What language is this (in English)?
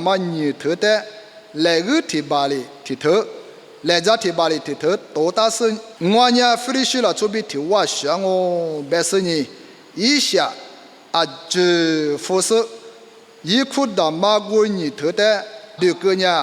Lisu